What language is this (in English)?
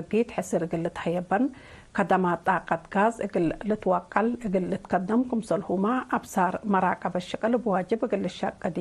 Tigre